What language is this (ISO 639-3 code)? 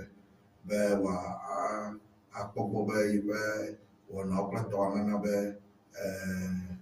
ewe